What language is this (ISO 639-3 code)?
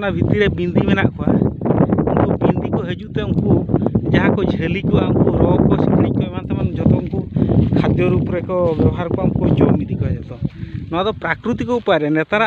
sat